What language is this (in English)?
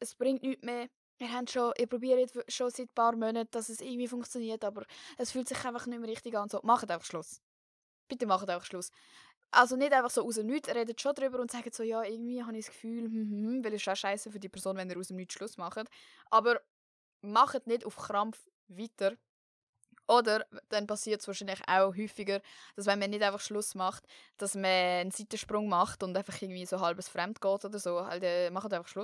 Swiss German